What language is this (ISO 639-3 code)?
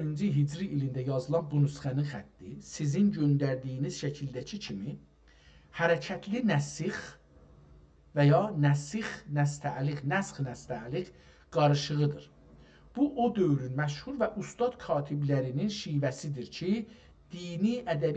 azb